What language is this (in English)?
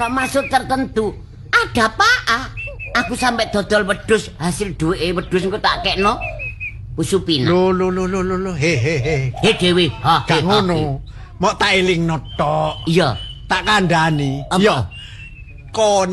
Javanese